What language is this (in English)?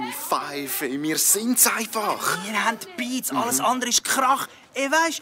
Swiss German